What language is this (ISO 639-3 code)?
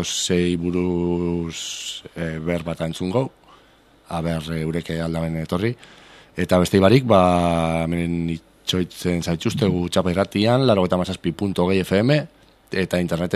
eus